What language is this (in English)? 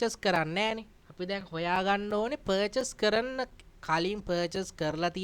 Sinhala